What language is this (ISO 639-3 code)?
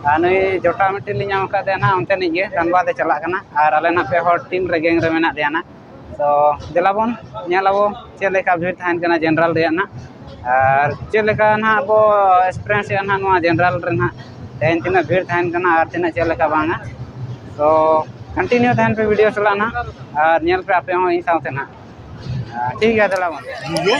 sat